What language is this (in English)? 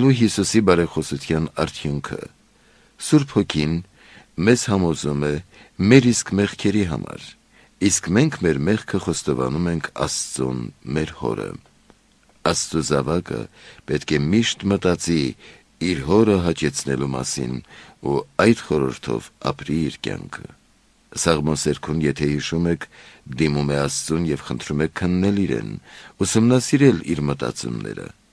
Armenian